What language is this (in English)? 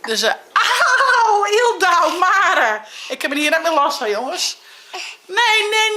Western Frisian